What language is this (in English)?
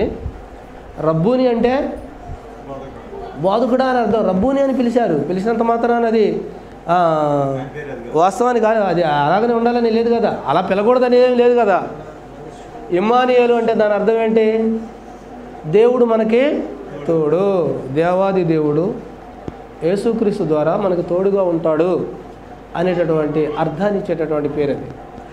Telugu